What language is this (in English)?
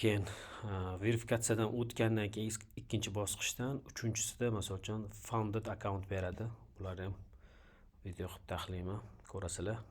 Uzbek